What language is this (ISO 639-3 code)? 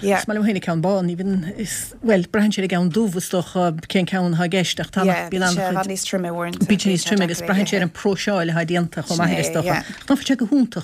gle